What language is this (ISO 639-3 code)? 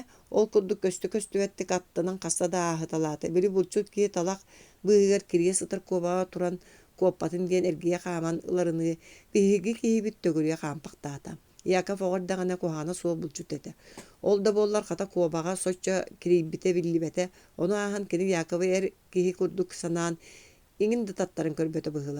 sah